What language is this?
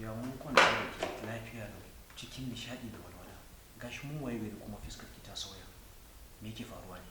Hausa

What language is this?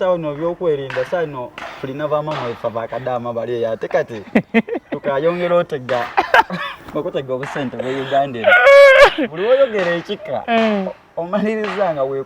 Soga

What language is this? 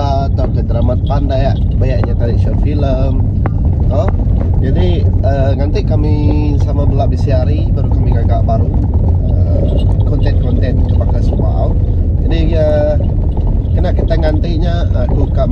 Iban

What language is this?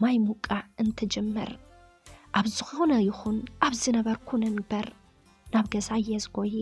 Tigrinya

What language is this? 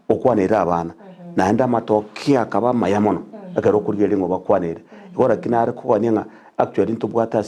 Gusii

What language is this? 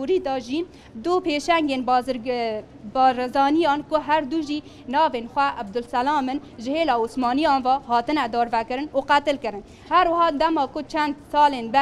Kurdish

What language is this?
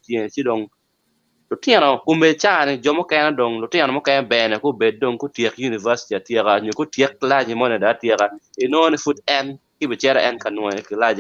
Acoli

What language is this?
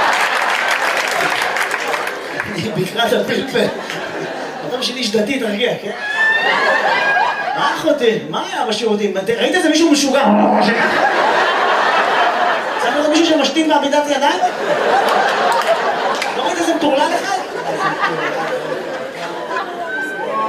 Hebrew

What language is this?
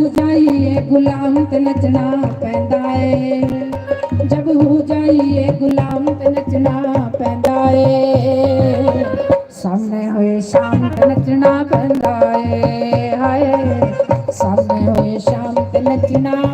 Dogri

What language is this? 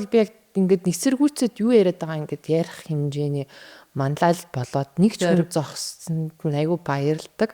Mongolian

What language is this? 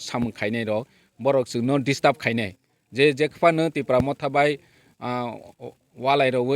Kok Borok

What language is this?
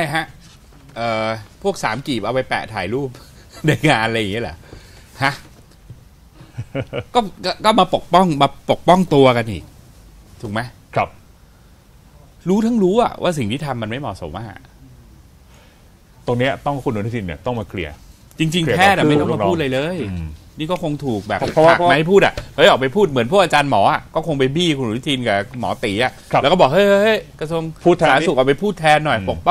Thai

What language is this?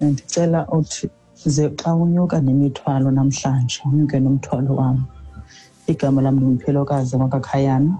Xhosa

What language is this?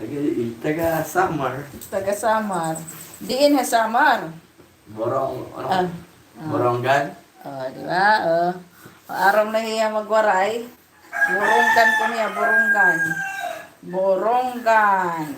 Waray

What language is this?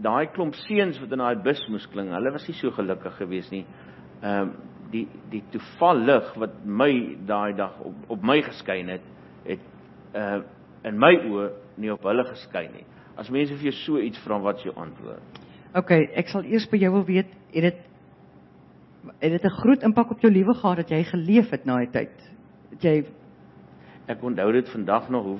Afrikaans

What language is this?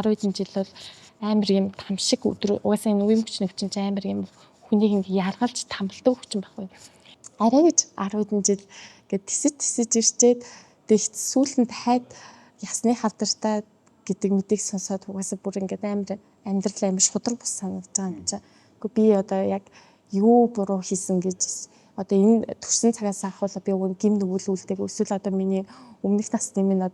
Mongolian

